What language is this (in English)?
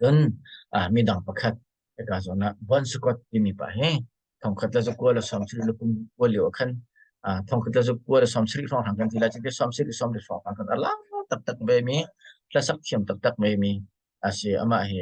Hakha Chin